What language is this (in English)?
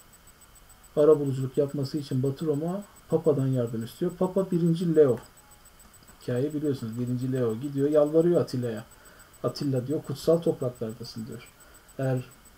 Turkish